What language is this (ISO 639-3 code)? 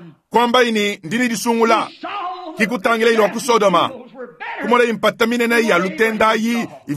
lua